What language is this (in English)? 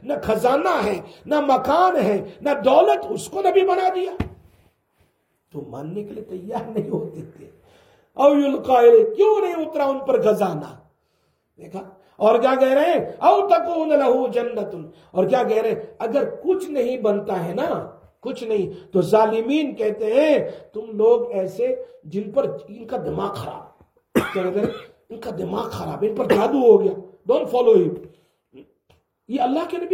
Urdu